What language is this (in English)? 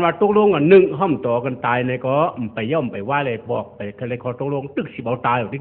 Shan